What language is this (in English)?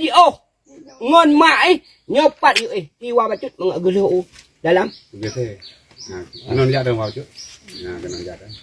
Achinese